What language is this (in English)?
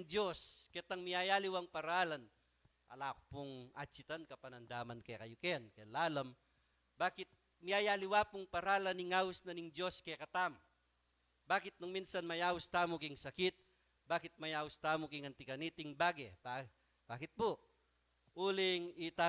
Pampanga